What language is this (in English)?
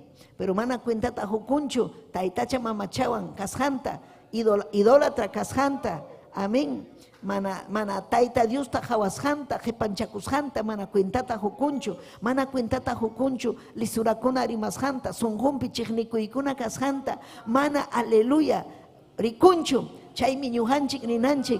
Ayacucho Quechua